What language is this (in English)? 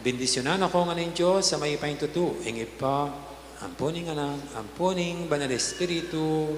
Pampanga